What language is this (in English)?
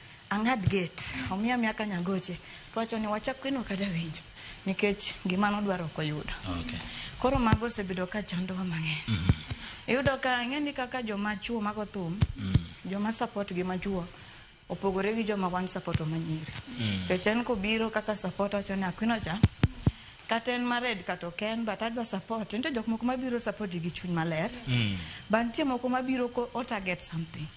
Luo (Kenya and Tanzania)